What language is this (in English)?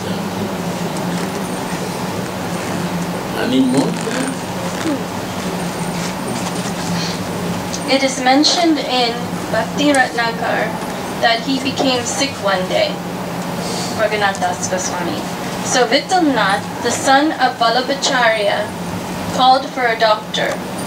English